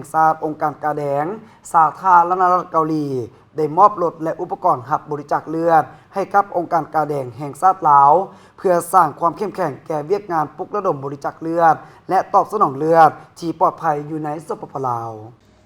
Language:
Lao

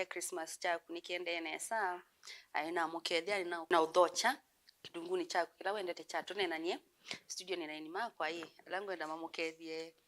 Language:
Kamba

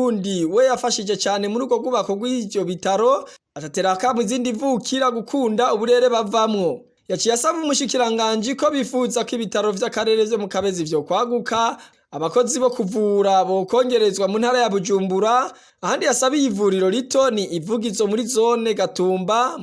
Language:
Rundi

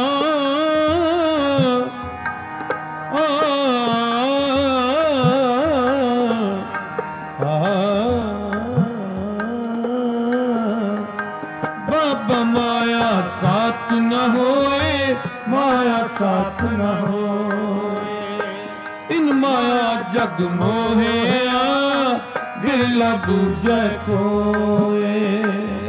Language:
Punjabi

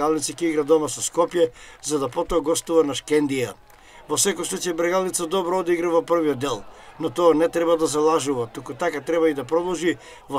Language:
Macedonian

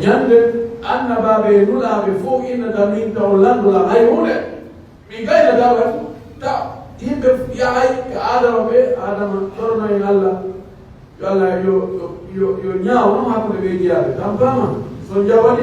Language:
Pular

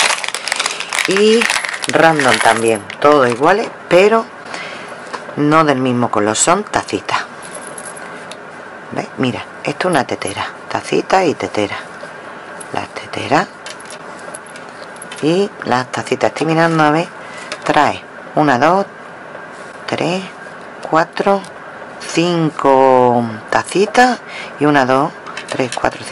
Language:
Spanish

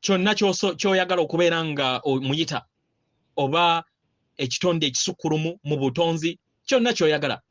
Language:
Ganda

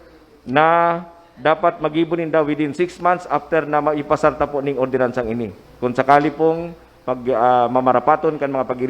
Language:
Bikol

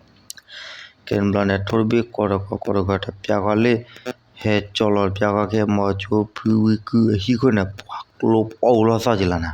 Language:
S'gaw Karen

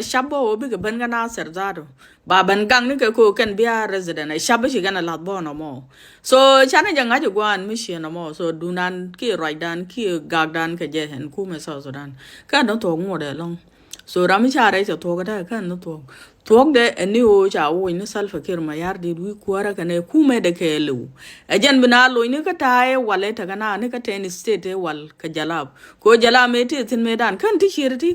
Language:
Nuer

